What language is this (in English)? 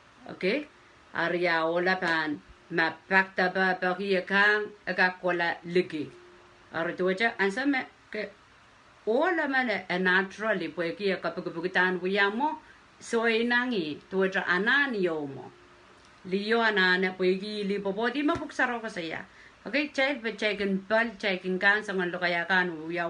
Pohnpeian